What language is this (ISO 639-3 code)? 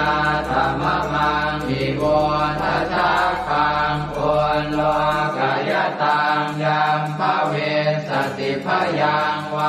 pli